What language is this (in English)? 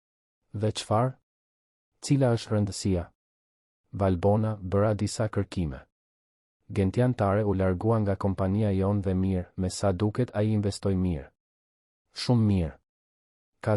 Albanian